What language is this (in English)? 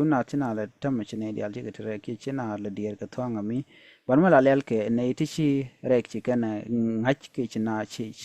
Nuer